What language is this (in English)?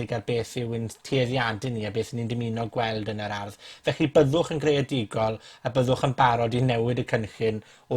Welsh